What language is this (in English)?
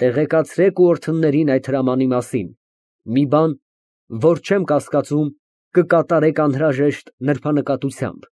Armenian